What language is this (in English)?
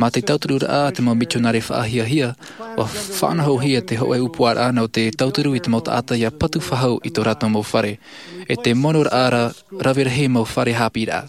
Tahitian